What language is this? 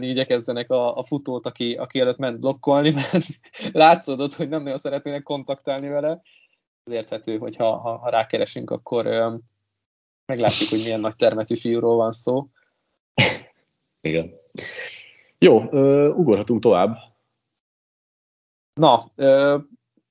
Hungarian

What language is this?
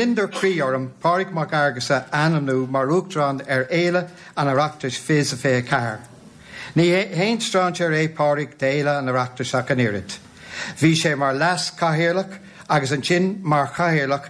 Irish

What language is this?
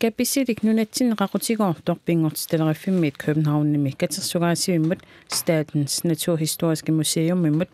Kalaallisut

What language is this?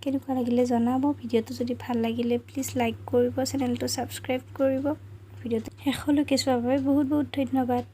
Assamese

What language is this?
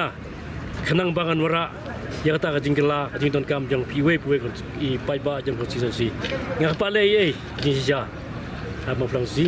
Khasi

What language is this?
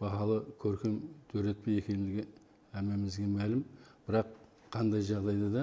Kara-Kalpak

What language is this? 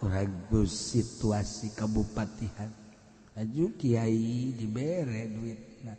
Sundanese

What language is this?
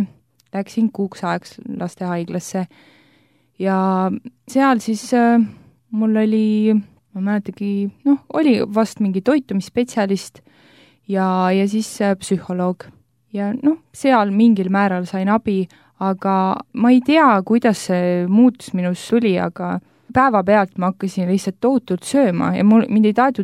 Estonian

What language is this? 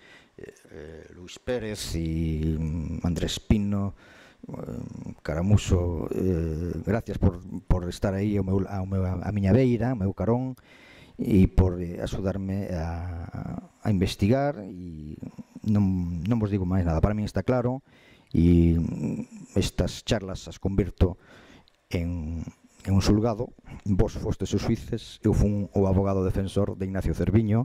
Galician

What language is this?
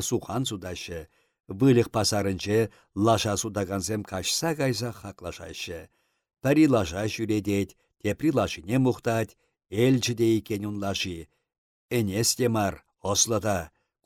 Chuvash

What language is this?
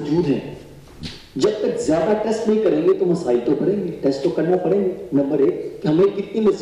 Urdu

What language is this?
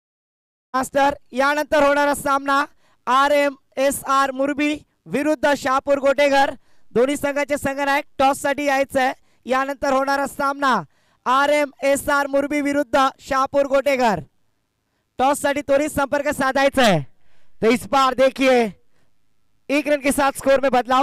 Marathi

